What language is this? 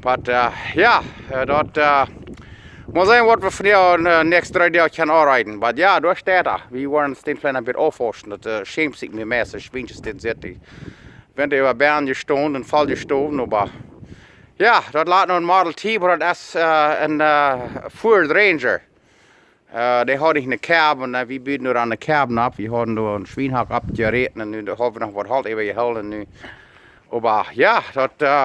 Plautdietsch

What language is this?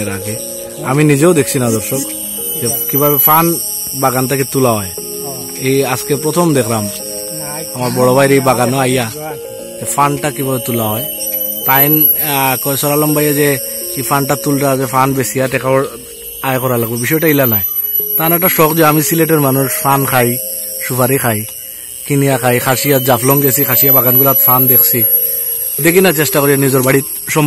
Sylheti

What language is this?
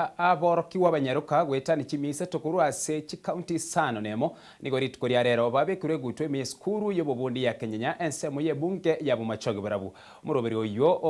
Gusii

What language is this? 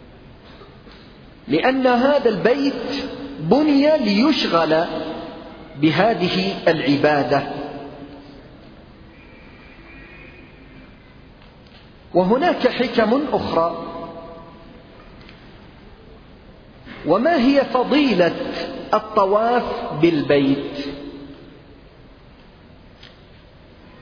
Arabic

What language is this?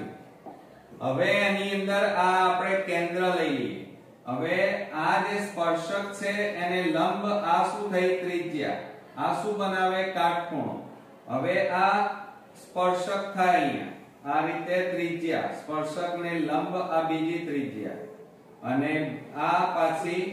Gujarati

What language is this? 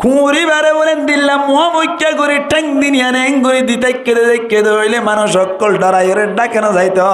Rohingya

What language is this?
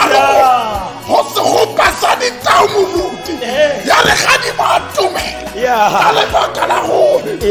Tswana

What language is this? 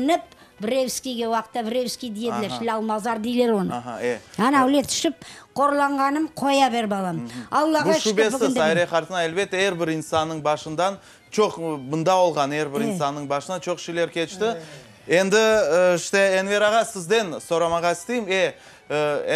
Crimean Tatar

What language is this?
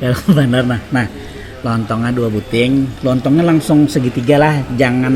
Banjar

